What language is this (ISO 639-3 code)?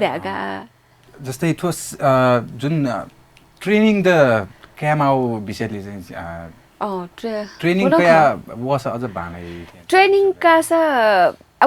new